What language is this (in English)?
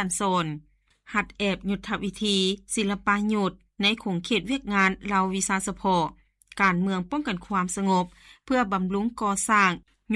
Lao